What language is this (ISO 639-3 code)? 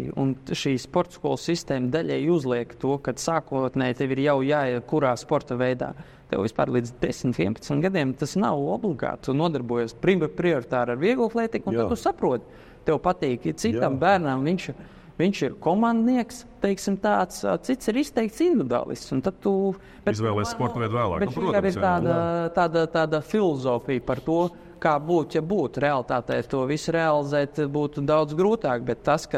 lav